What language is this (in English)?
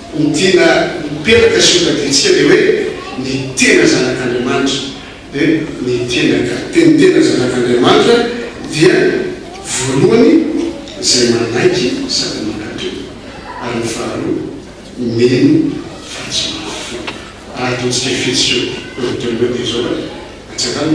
Malagasy